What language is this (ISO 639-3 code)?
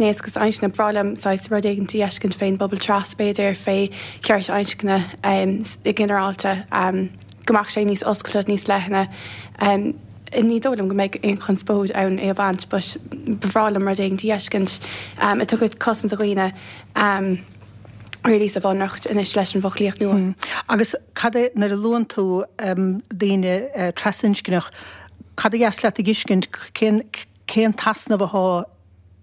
gle